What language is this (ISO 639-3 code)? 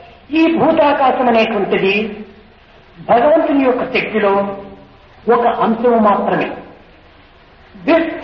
tel